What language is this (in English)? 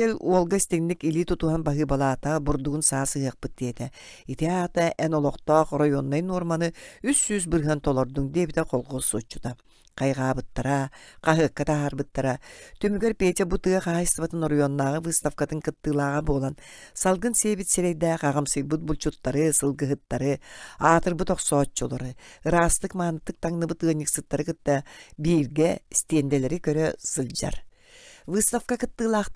Yakut